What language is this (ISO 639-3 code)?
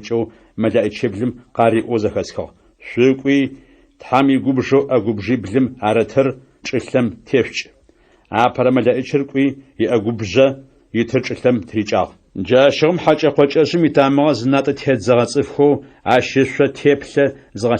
ady